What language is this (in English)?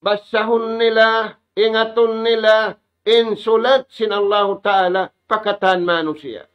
Tausug